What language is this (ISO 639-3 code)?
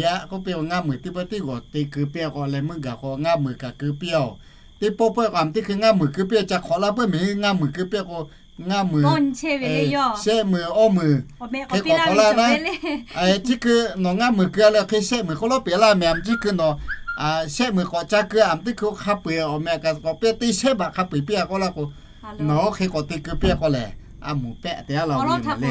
lhu